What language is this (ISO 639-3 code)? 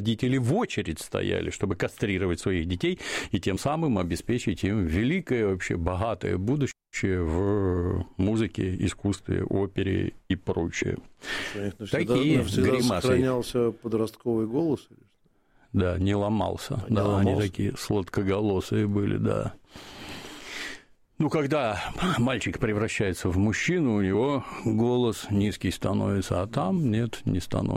rus